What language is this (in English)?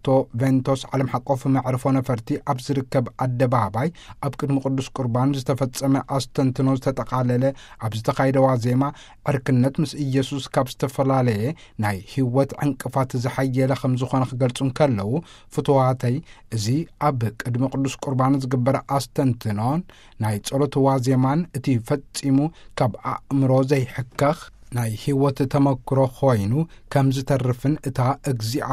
Tigrinya